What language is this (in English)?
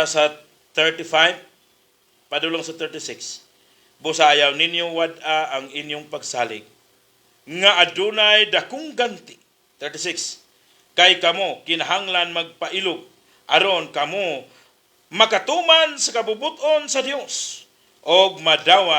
Cebuano